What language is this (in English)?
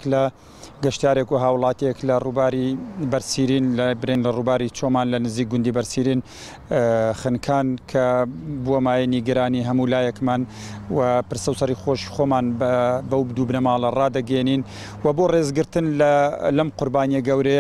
Central Kurdish